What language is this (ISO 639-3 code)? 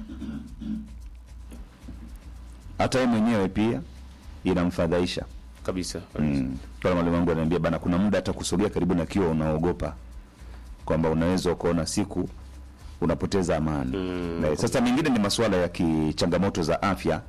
swa